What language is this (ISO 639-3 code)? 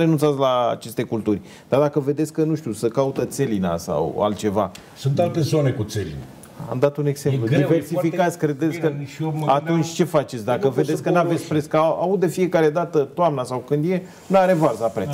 ron